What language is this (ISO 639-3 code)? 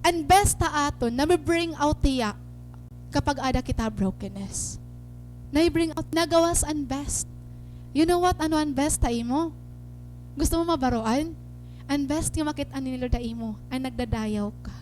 war